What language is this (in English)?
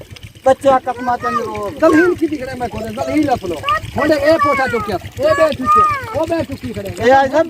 Saraiki